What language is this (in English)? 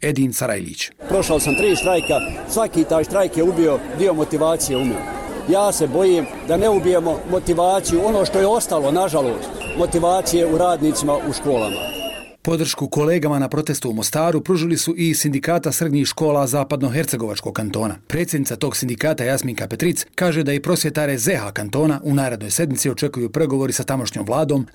Bosnian